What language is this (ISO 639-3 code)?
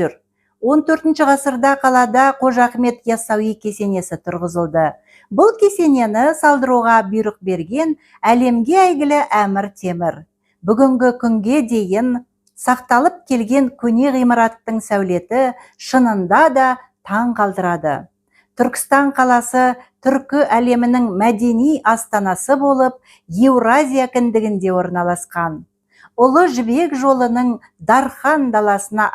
kaz